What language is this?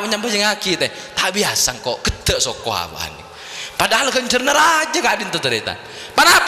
Madurese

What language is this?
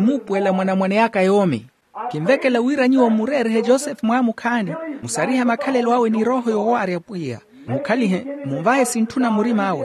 Makhuwa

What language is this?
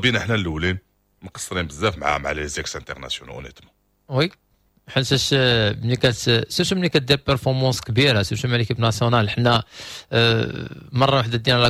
Moroccan Arabic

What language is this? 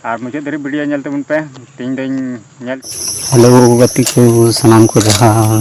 Santali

